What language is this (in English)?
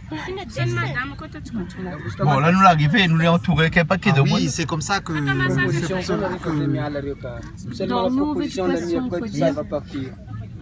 Réunion Creole French